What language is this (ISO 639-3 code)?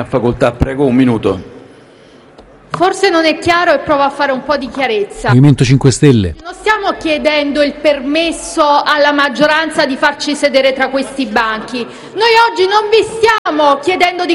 ita